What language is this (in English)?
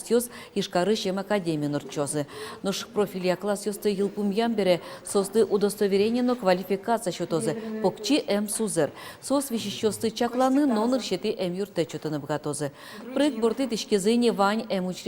Udmurt